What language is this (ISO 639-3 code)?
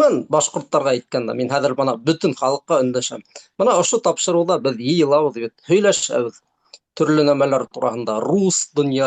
bak